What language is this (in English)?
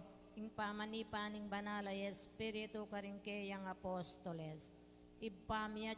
Pampanga